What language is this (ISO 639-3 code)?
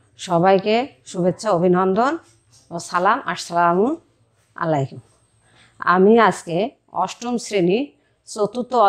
ben